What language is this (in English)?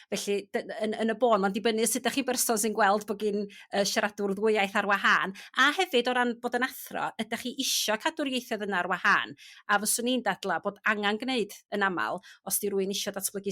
Welsh